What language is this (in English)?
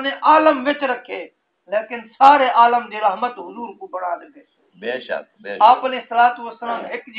Saraiki